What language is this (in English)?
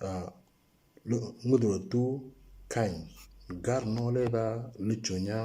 Moro